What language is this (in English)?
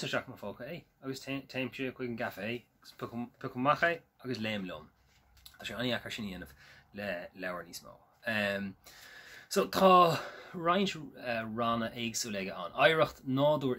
Irish